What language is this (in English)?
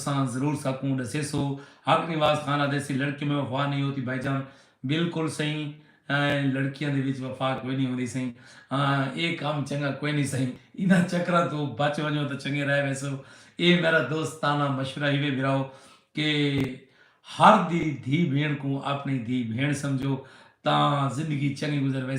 Saraiki